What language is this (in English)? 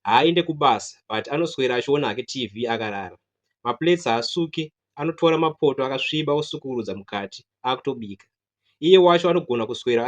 Shona